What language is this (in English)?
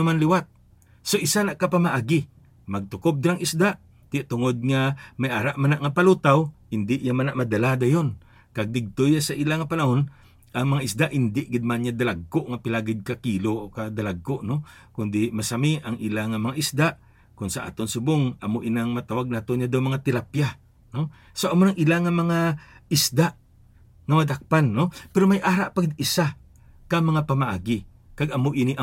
Hiligaynon